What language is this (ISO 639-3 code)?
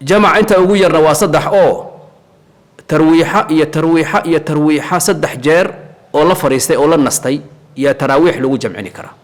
som